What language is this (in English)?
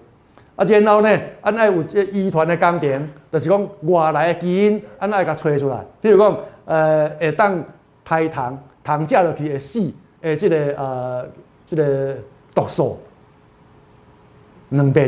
Min Nan Chinese